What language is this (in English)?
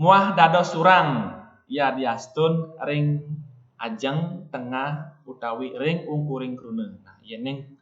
Balinese